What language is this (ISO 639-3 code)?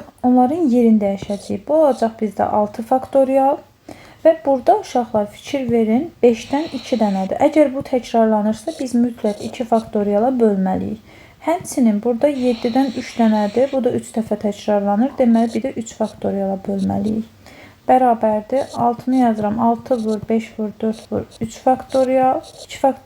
aze